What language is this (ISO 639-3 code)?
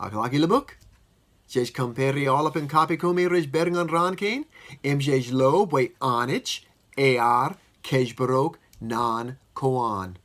mah